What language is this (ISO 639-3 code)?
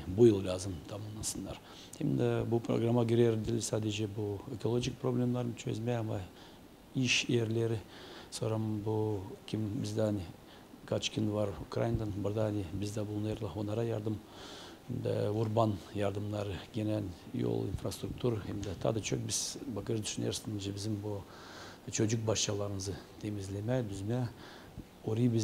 gag